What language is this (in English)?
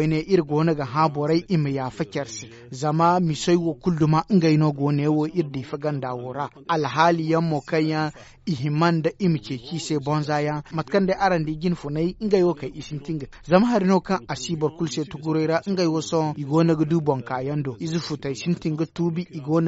Zarma